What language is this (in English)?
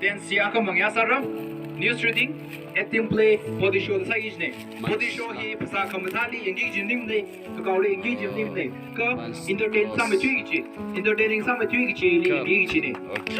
Tangkhul Naga (India)